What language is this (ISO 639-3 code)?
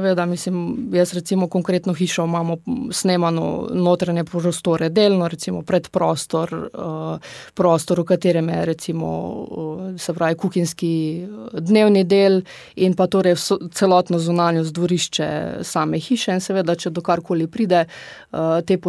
slv